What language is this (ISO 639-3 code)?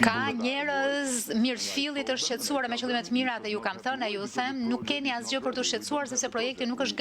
sqi